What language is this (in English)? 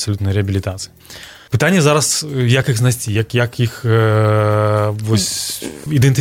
Belarusian